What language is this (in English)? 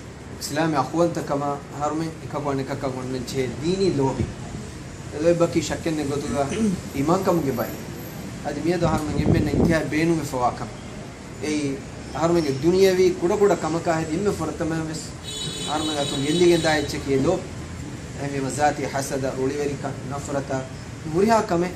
Divehi